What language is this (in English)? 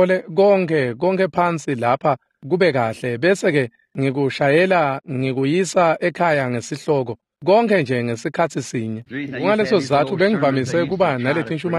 Swati